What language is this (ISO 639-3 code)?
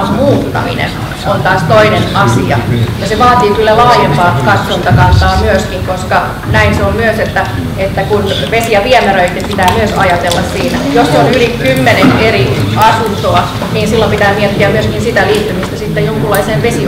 fin